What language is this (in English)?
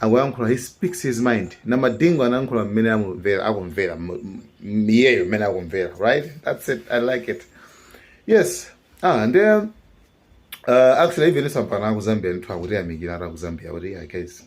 Nyanja